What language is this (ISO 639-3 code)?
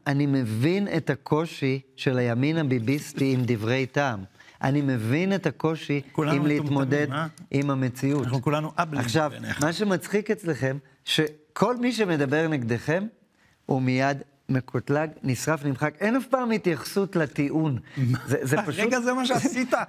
heb